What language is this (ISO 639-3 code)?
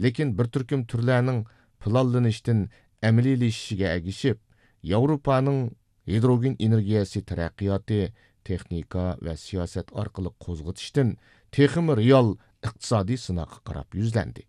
uig